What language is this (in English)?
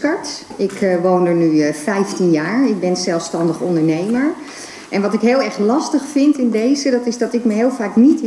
Dutch